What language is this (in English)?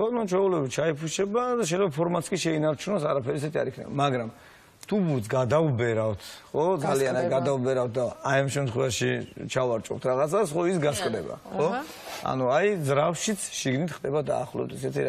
Georgian